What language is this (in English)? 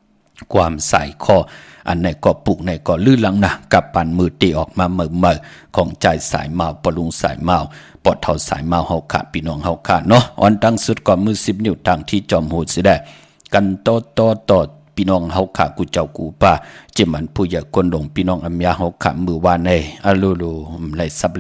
Shan